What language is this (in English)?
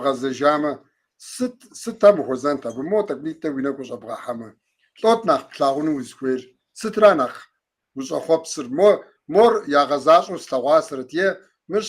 Kabardian